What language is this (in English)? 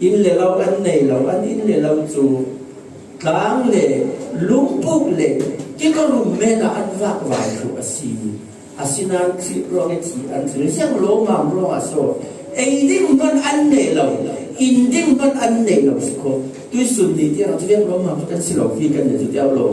Falam Chin